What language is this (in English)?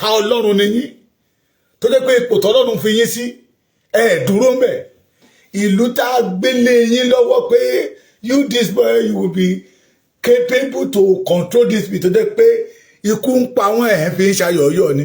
Yoruba